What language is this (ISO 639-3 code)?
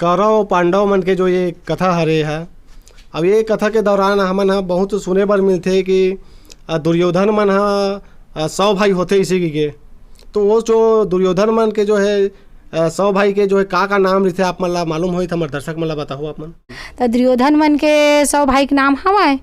hne